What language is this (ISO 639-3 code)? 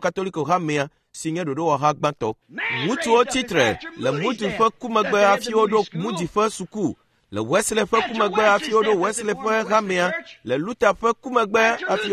ewe